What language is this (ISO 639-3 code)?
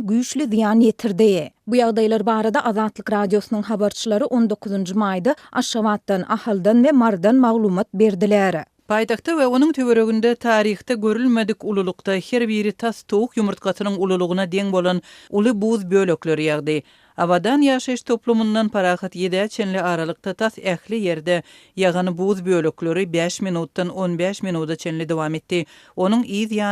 tuk